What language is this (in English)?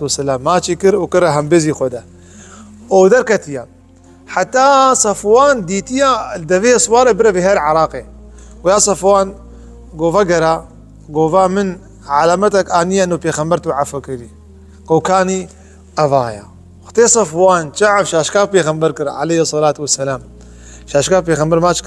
Kurdish